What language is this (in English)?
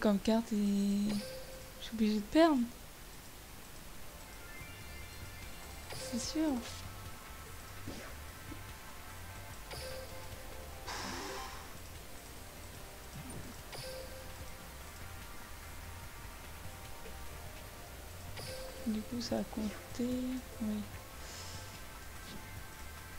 French